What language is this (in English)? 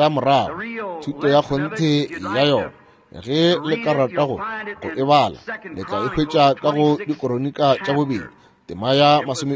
Northern Sotho